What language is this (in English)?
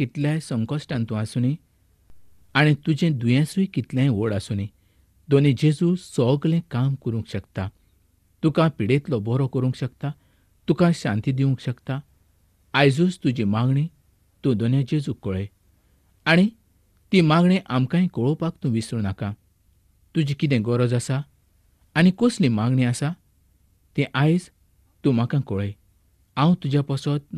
Konkani